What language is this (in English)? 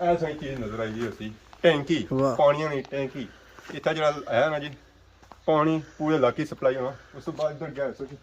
Pahari-Potwari